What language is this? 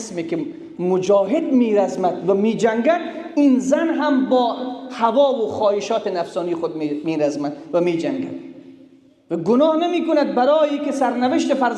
Persian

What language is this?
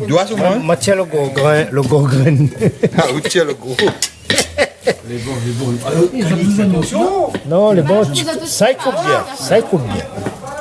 Réunion Creole French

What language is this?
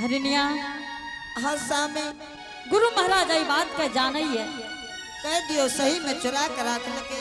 Angika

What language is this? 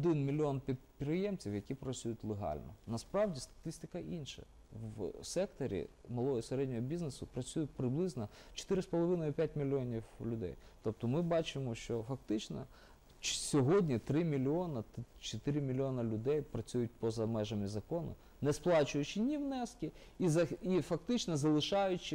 Ukrainian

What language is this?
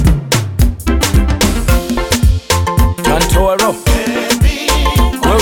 Swahili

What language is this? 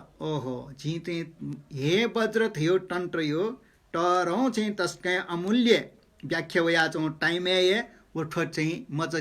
Newari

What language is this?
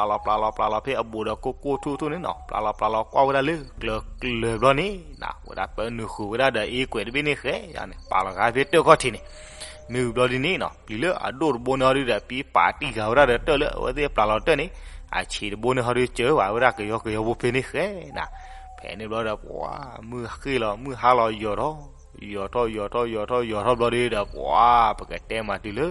S'gaw Karen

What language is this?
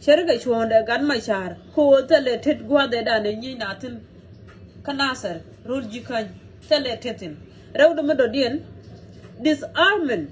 Nuer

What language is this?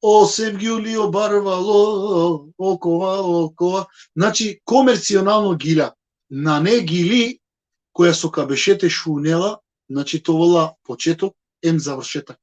Balkan Romani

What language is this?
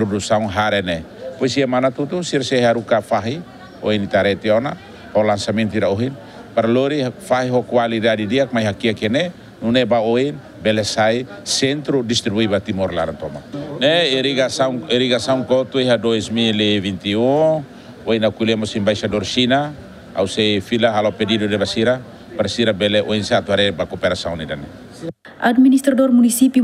Tetum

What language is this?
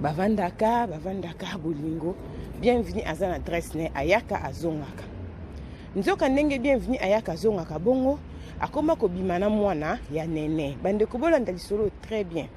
Lingala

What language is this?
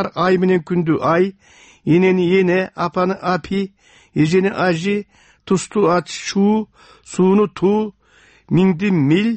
Kyrgyz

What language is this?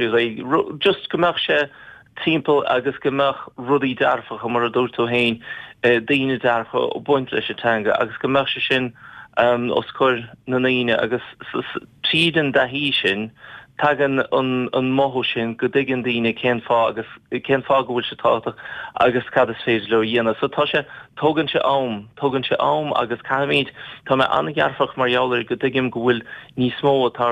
Irish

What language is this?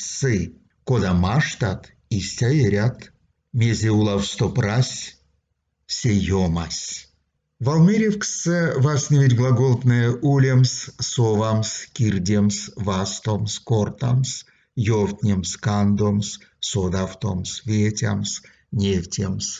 Erzya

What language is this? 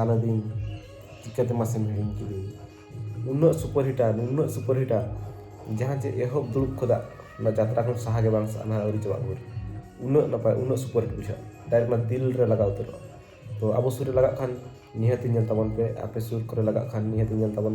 Santali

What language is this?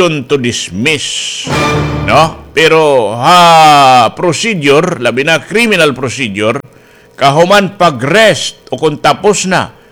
Waray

